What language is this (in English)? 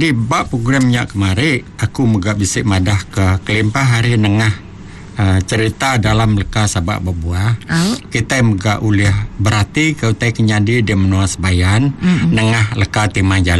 Iban